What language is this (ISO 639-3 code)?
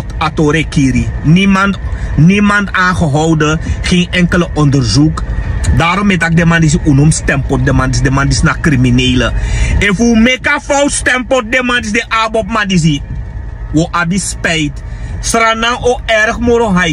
srn